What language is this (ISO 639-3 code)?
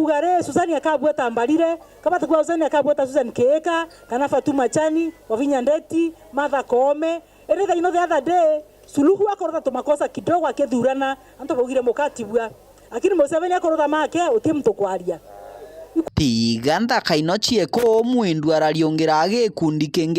mer